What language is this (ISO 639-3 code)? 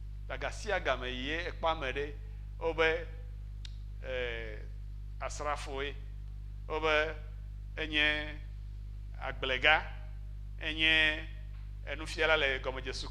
ewe